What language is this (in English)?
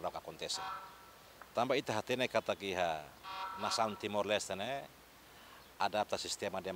Tetum